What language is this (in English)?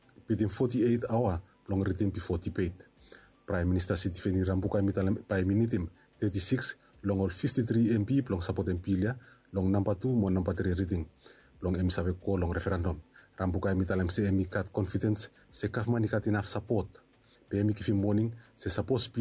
Bislama